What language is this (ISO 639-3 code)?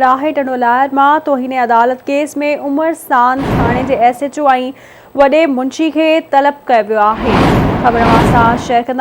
snd